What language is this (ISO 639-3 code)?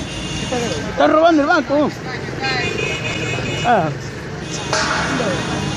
spa